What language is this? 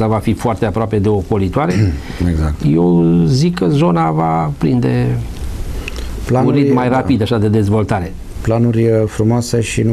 Romanian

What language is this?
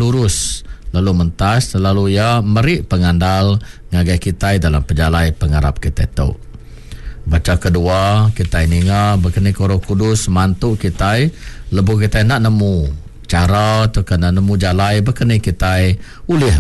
Iban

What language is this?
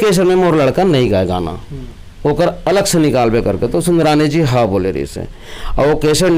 Chhattisgarhi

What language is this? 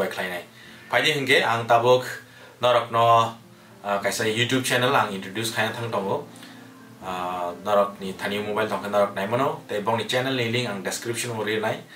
Kok Borok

